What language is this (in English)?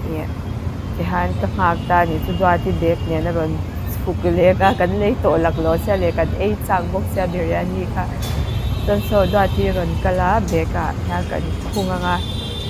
Mizo